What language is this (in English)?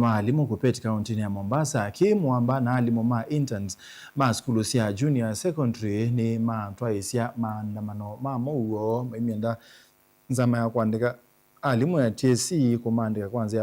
Kamba